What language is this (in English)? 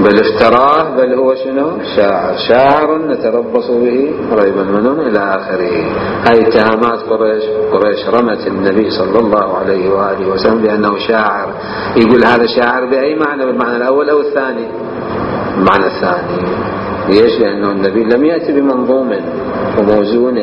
Mesopotamian Arabic